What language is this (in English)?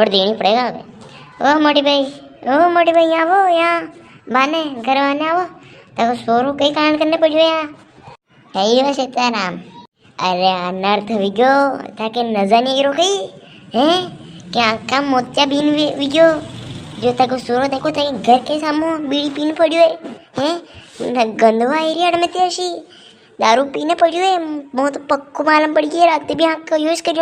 Rajasthani